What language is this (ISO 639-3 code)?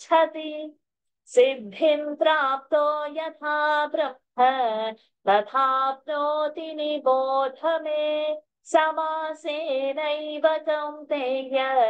san